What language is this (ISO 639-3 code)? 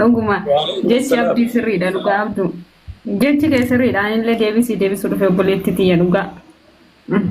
orm